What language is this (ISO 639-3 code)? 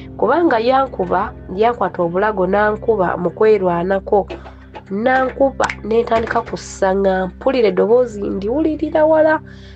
lug